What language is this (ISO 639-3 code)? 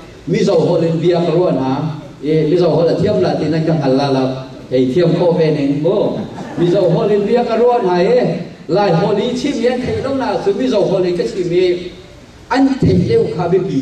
cnh